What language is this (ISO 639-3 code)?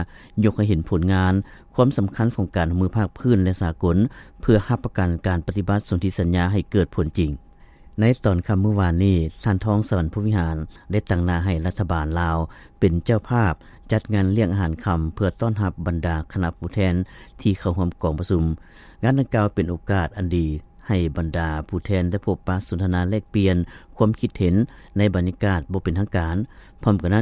lao